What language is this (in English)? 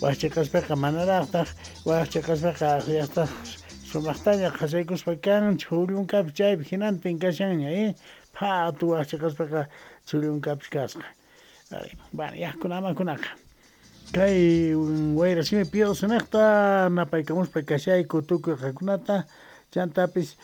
South Bolivian Quechua